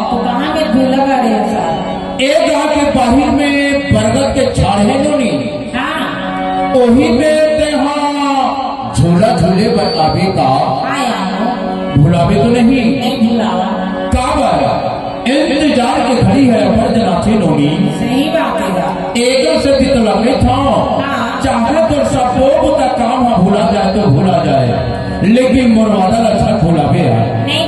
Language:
Chhattisgarhi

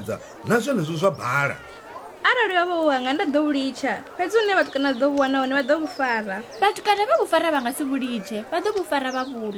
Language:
Venda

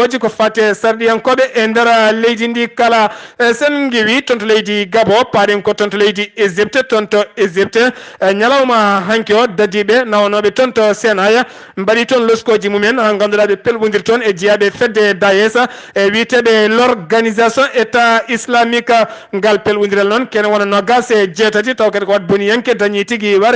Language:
Fula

